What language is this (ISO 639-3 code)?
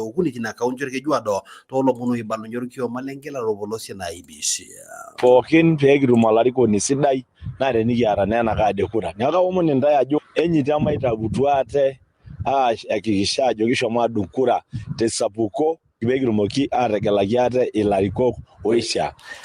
mas